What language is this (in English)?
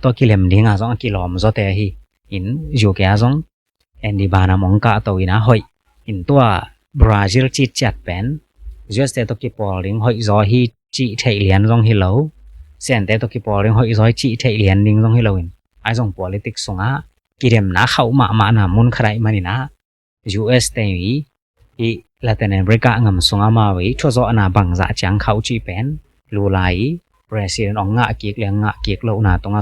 Tedim Chin